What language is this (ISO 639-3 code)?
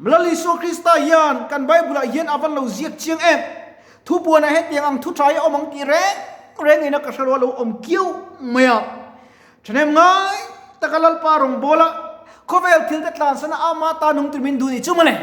lus